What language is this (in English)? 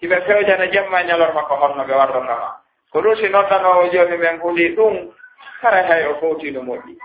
Fula